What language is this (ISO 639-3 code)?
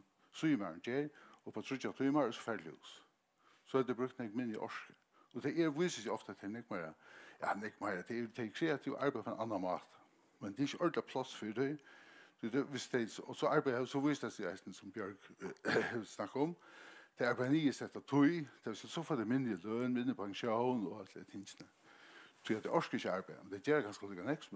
fao